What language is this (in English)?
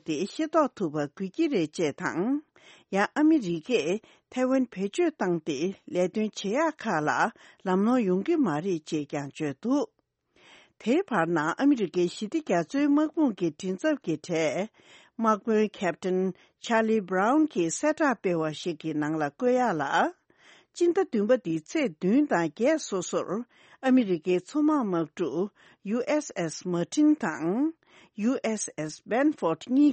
Tibetan